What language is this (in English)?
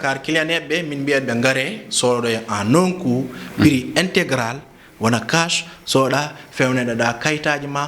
Fula